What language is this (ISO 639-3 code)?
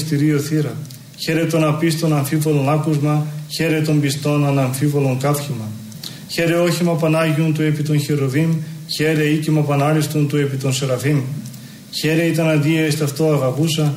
ell